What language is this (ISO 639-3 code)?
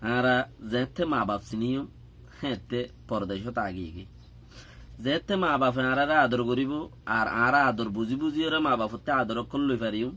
rhg